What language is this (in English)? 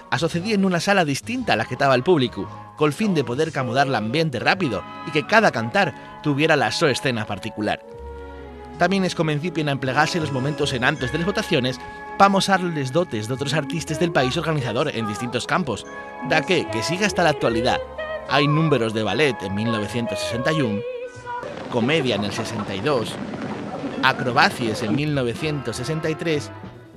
Asturian